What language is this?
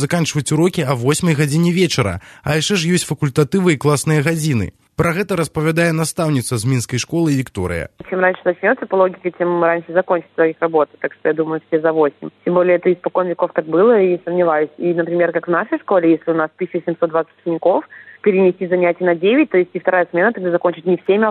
Belarusian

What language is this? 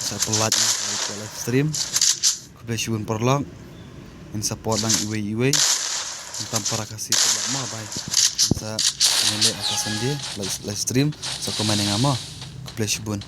Khasi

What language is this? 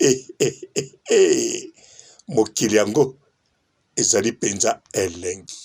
Lingala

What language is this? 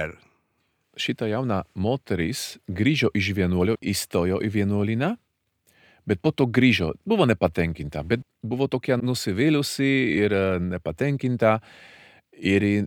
Lithuanian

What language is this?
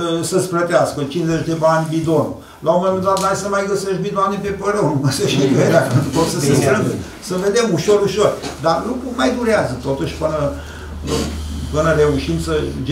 Romanian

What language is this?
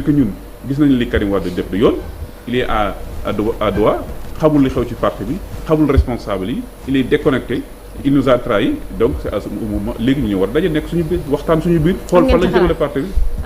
Wolof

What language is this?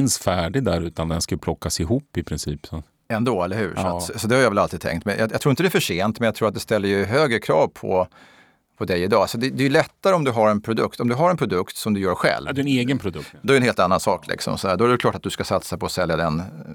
Swedish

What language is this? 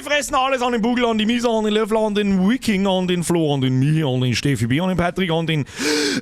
Bavarian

